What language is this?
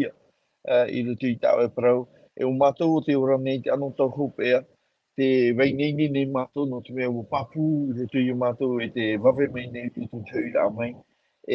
Tahitian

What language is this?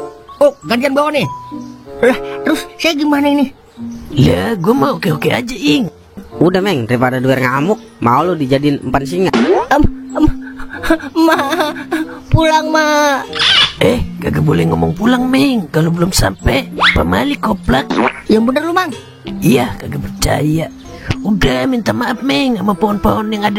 Betawi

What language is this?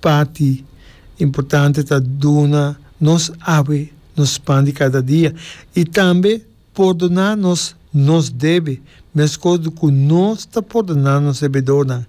Papiamento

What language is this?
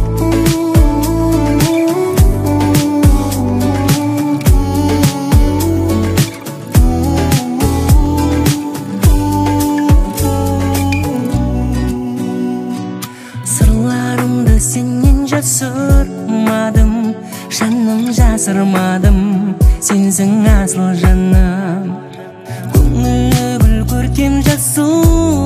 Kazakh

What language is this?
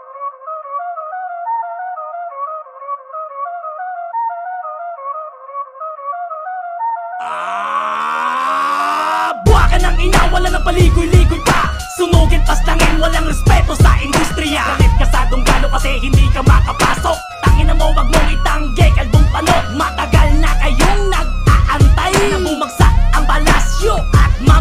Filipino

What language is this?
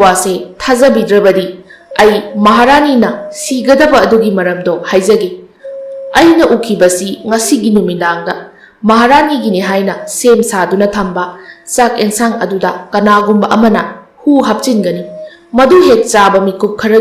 Manipuri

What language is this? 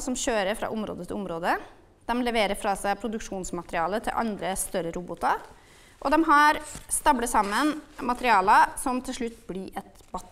Norwegian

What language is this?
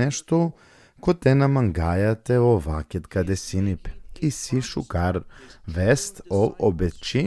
Balkan Romani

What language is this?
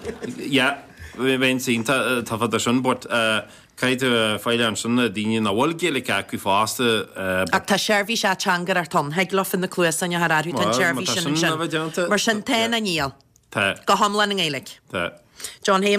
Irish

